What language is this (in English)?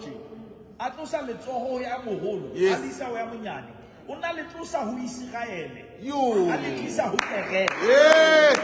Southern Sotho